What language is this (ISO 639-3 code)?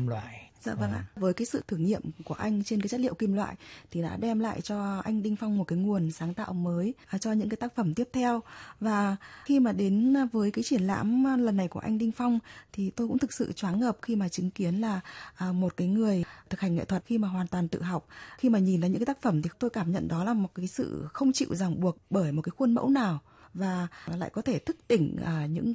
vie